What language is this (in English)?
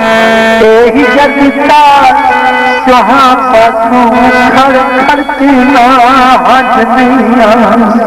Saraiki